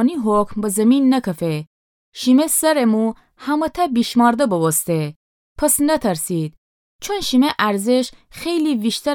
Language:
Gilaki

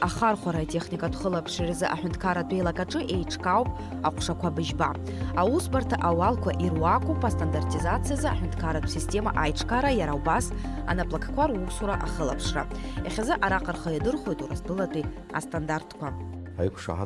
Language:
Abkhazian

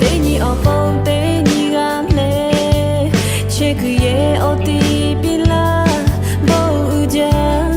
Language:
Lahu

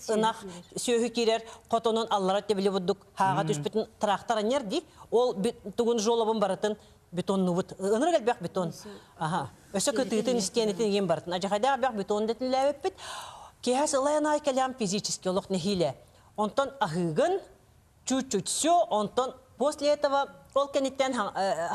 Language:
Yakut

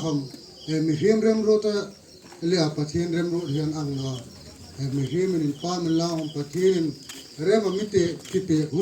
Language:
Hmar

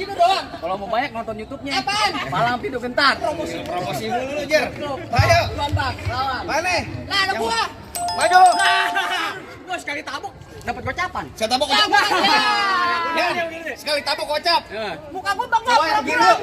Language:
Betawi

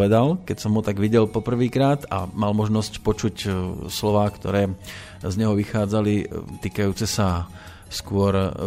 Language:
Slovak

